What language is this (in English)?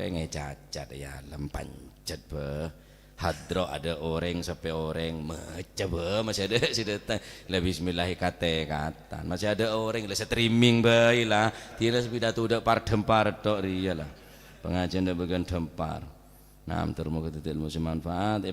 Madurese